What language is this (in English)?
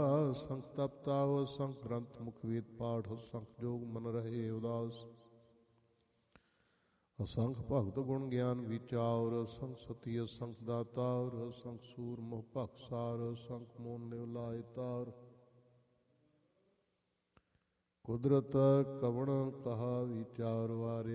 Punjabi